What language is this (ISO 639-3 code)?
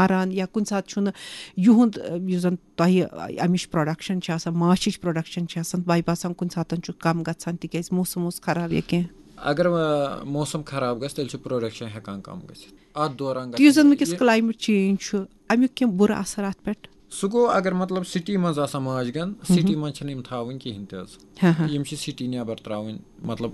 kas